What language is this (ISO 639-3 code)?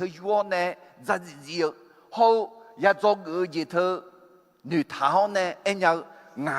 ahk